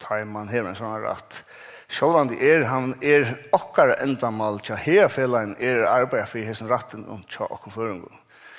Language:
Faroese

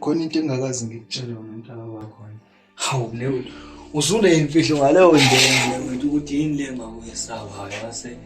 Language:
Zulu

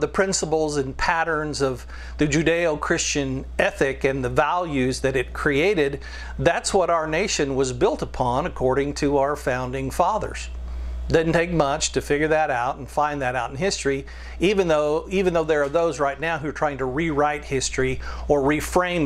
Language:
English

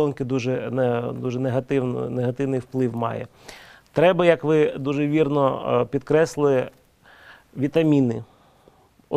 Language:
Ukrainian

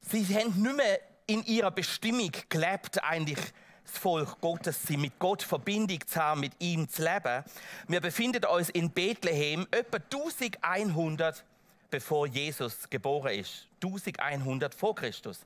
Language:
Swiss German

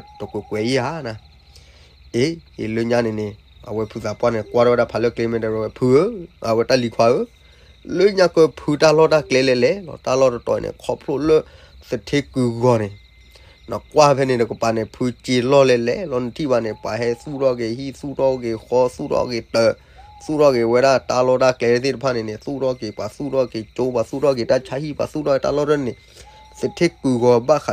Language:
S'gaw Karen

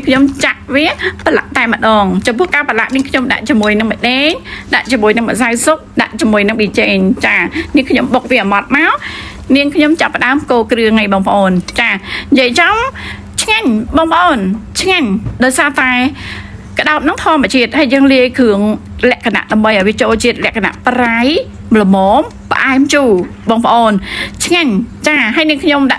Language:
Khmer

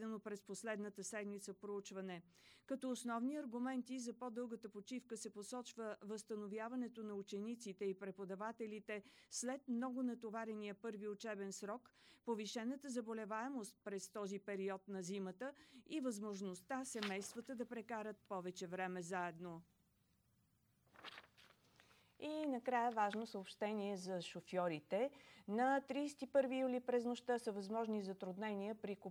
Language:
Bulgarian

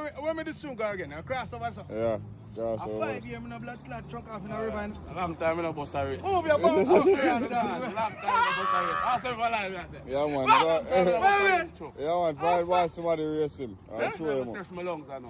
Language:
Jamaican Creole English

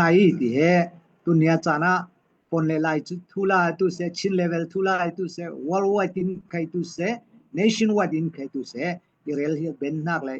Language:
Falam Chin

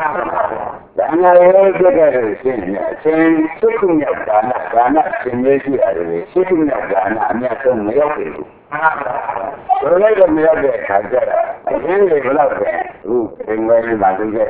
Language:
Burmese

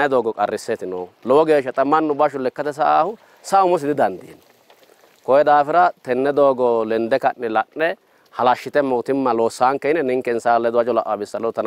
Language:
Sidamo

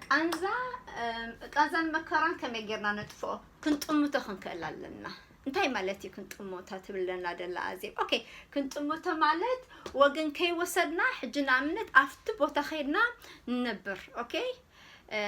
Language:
Tigrinya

